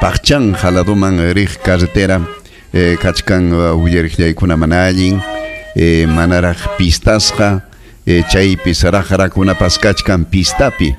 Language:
Ayacucho Quechua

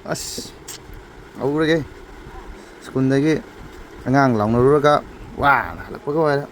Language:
Manipuri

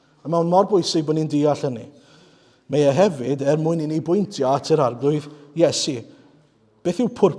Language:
Welsh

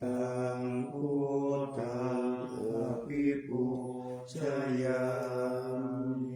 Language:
Pali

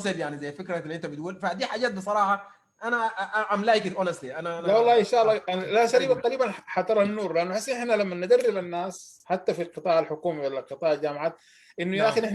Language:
Sudanese Arabic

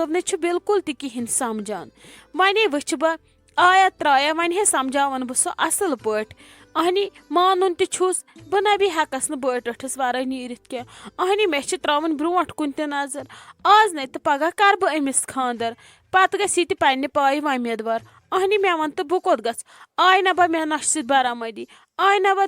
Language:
Kashmiri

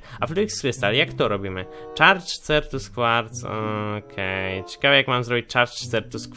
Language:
Polish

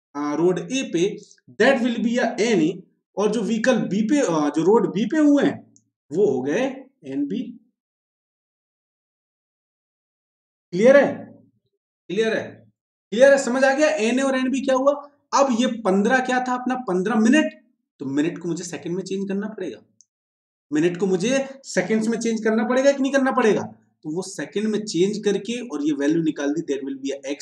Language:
Hindi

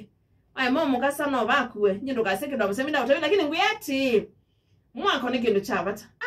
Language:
Kamba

